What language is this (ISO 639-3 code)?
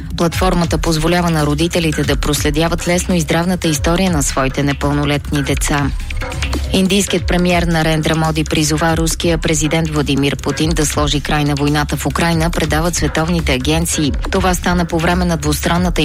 bul